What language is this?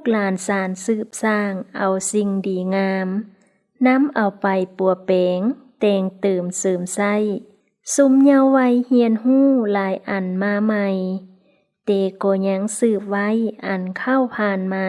Lao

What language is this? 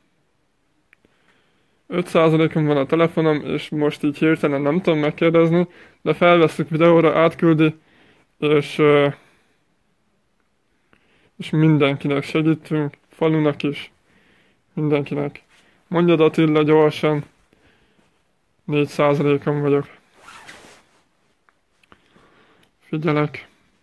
Hungarian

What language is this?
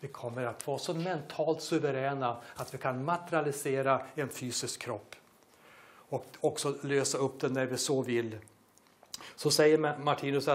Swedish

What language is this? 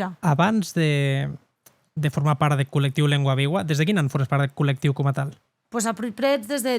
Occitan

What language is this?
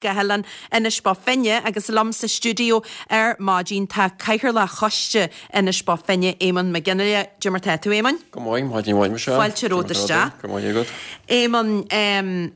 Irish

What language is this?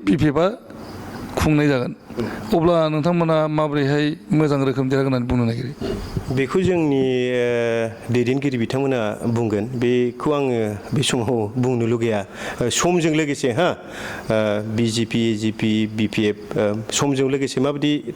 Bodo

